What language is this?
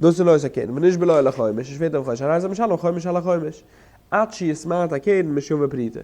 Yiddish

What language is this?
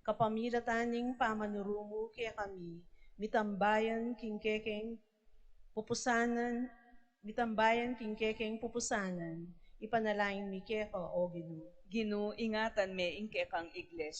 Pampanga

